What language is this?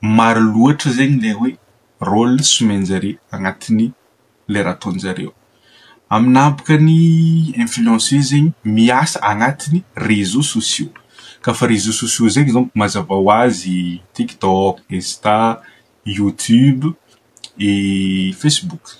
Malagasy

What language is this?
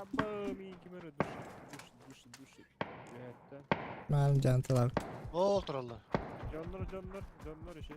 Yakut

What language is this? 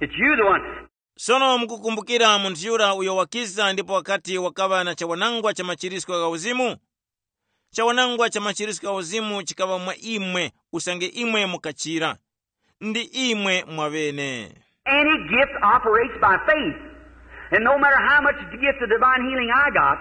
Tumbuka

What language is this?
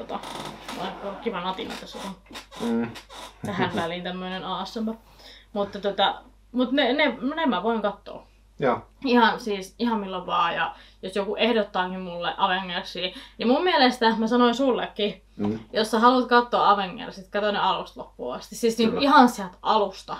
Finnish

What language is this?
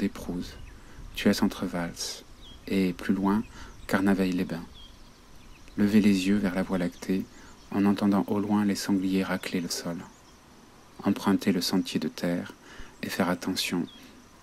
French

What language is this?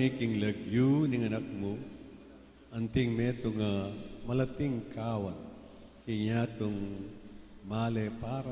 Pampanga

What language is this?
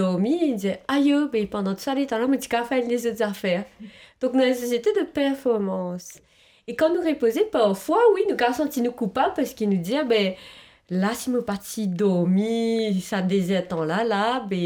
Morisyen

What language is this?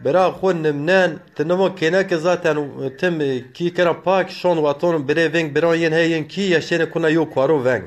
Zaza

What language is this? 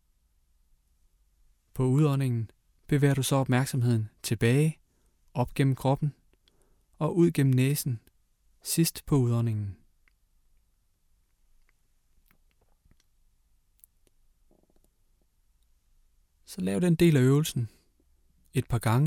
Danish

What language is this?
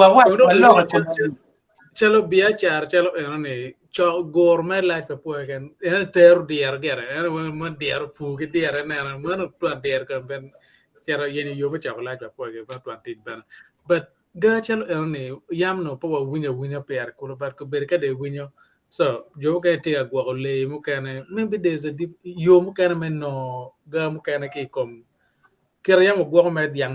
Acoli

